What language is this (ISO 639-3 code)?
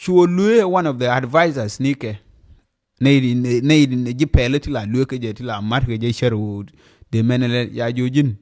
nus